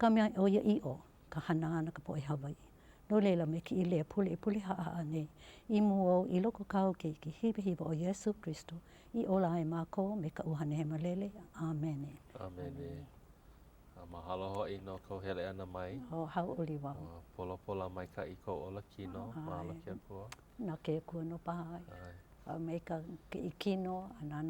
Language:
Hawaiian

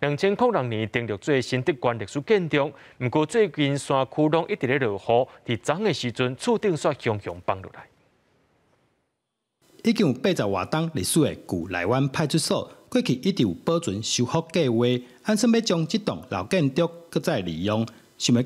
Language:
Min Nan Chinese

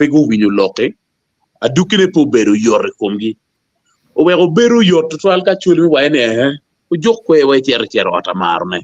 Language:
Acoli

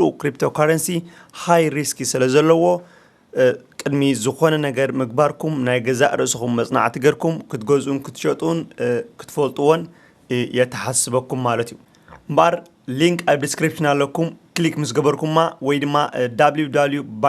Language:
Tigrinya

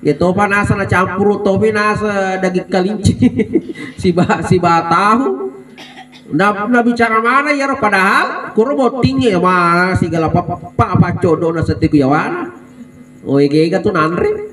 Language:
Buginese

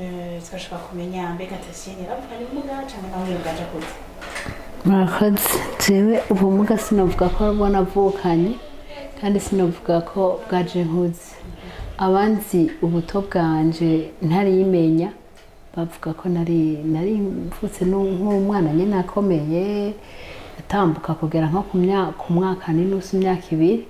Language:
Rundi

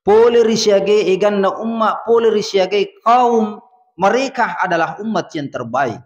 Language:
Buginese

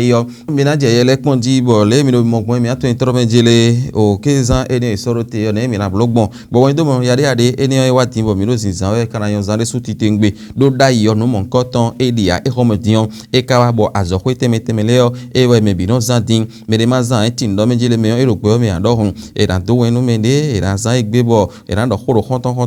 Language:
Fon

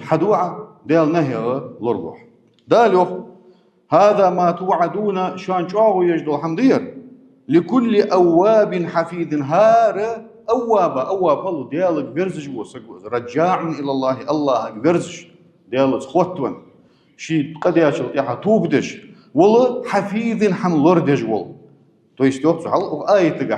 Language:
Ingush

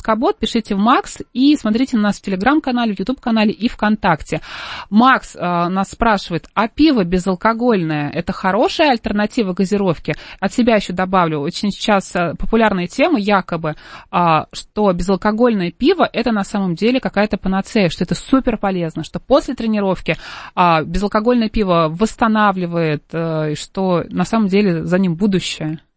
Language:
Russian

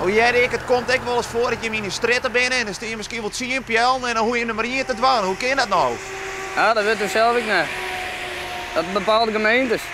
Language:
Western Frisian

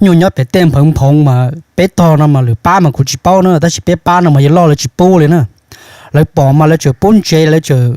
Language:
Hmong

